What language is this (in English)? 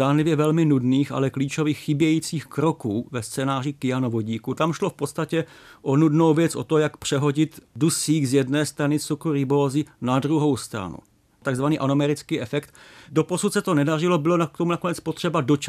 Czech